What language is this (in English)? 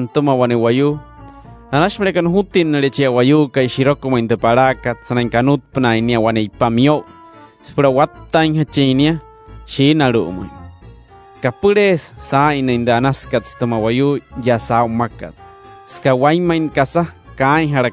Wayuu